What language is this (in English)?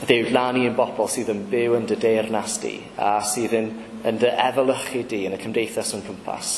Welsh